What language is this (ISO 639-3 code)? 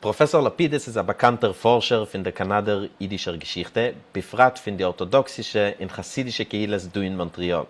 yid